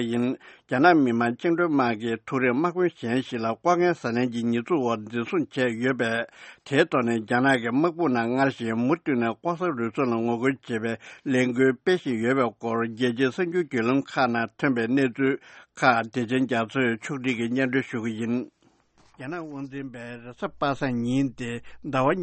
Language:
Tibetan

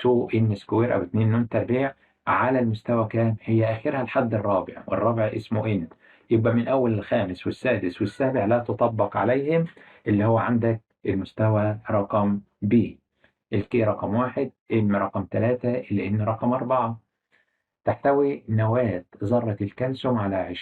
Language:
Egyptian Arabic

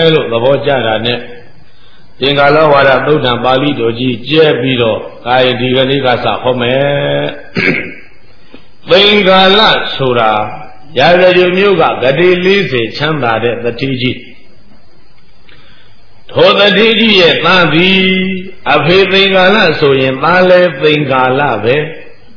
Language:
Burmese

